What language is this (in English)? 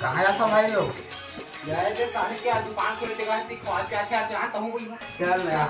Chhattisgarhi